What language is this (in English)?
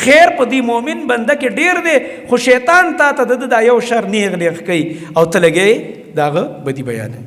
Pashto